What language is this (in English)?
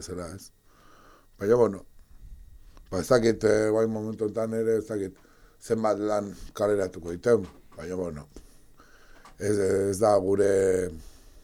Basque